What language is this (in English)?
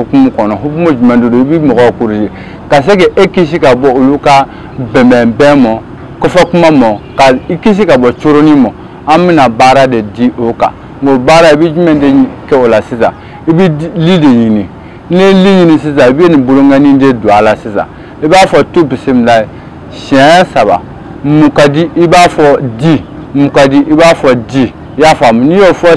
Bambara